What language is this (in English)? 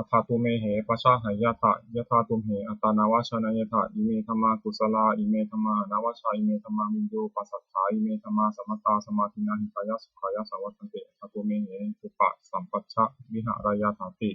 Pali